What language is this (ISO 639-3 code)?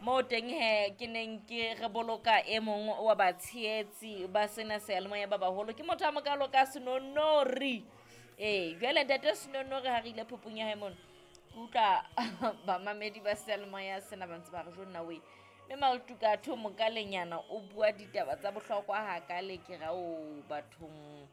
sot